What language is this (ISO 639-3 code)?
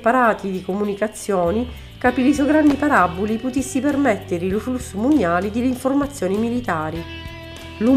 scn